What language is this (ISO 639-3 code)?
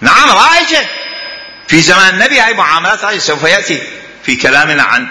acm